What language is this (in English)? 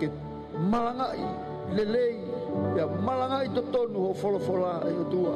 Tongan